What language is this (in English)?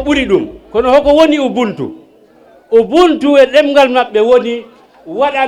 Fula